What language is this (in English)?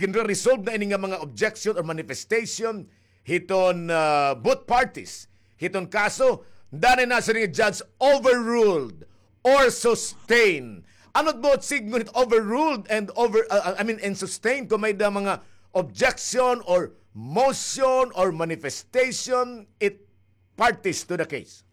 Waray